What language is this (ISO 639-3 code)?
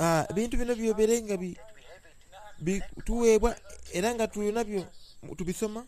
xog